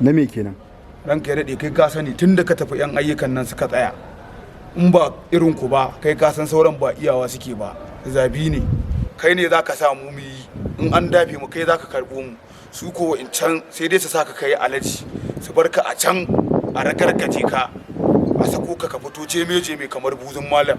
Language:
Hausa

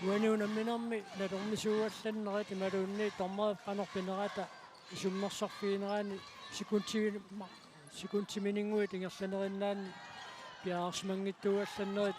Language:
Kalaallisut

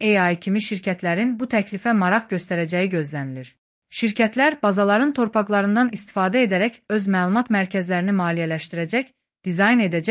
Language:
Azerbaijani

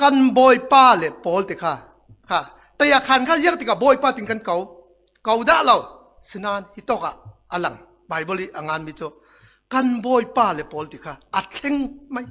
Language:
Falam Chin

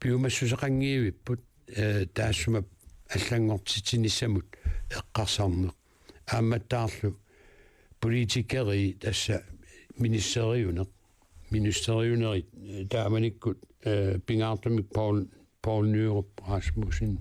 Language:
Kalaallisut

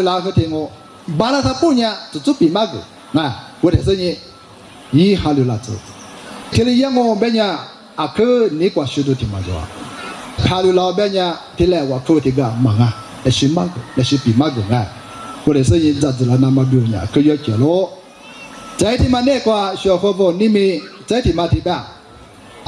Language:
Lisu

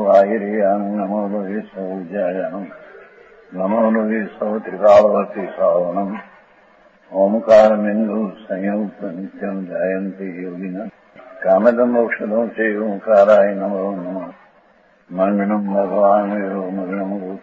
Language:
Gujarati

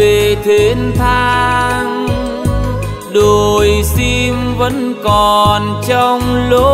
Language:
Vietnamese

